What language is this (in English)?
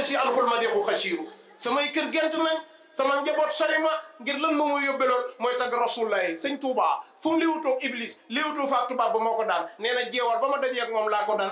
Wolof